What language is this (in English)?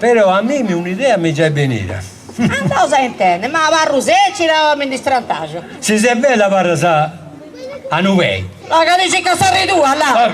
Sardinian